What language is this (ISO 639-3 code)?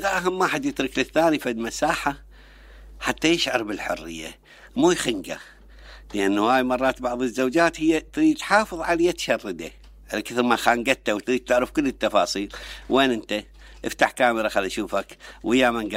acm